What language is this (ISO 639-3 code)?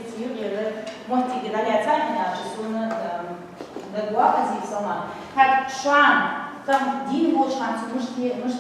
inh